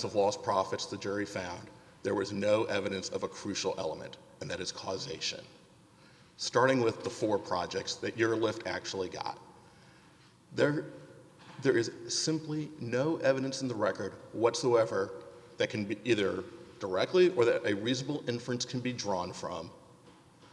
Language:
English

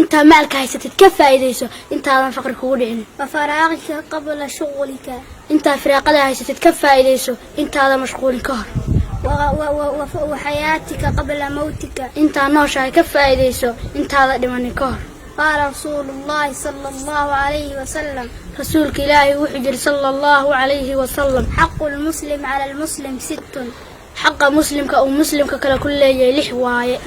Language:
Somali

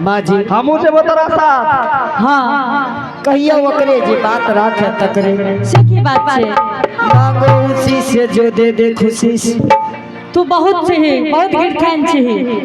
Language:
Angika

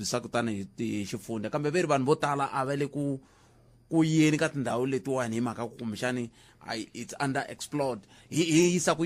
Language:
Tsonga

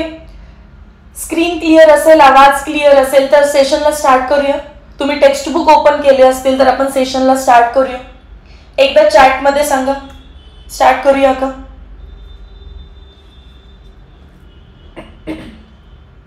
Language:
Marathi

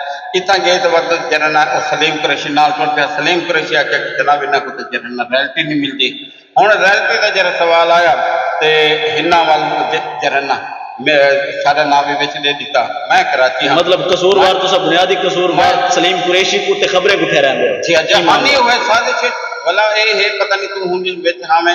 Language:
Saraiki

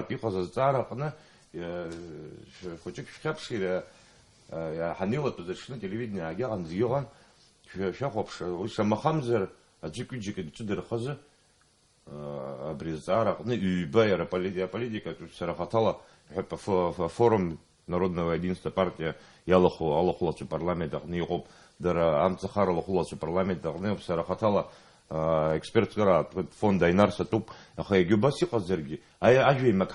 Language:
Abkhazian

